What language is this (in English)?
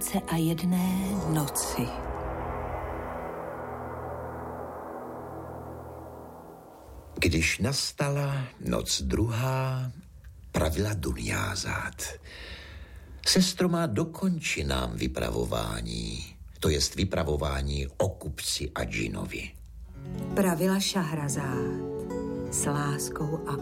Czech